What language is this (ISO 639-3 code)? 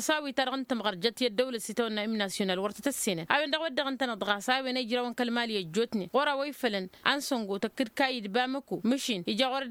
taq